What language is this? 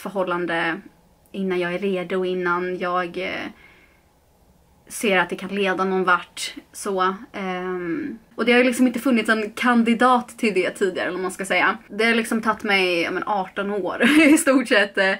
Swedish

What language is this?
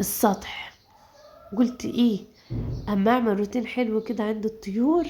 Egyptian Arabic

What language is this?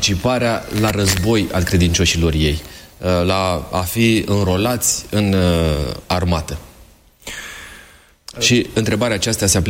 Romanian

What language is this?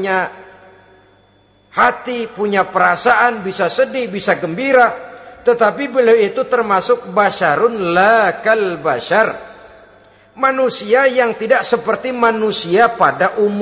Indonesian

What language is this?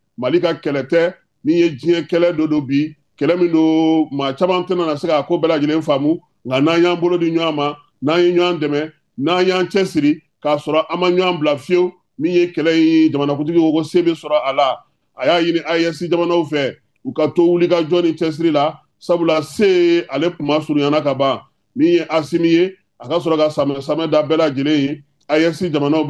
Bambara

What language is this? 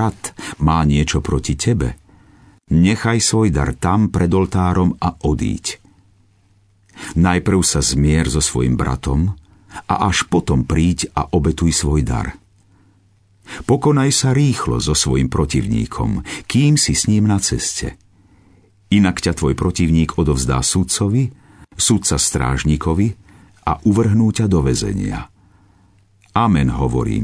Slovak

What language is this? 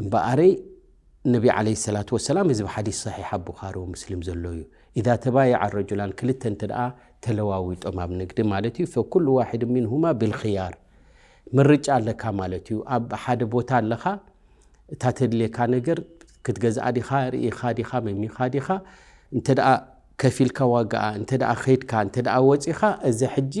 Tigrinya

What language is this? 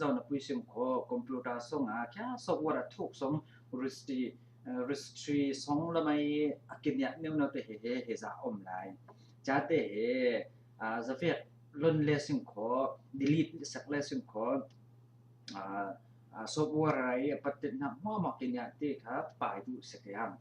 Falam Chin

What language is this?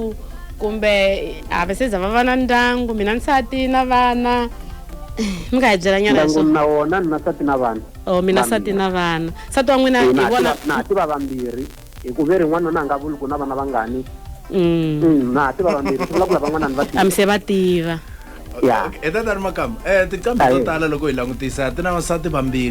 Tsonga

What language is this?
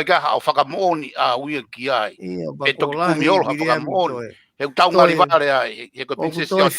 Tongan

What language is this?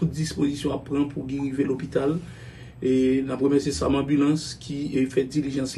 Haitian Creole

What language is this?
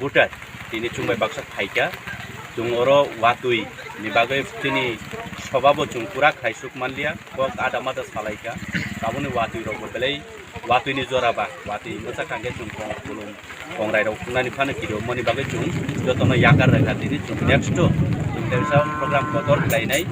Kok Borok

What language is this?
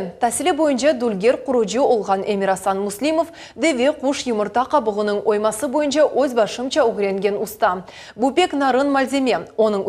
Crimean Tatar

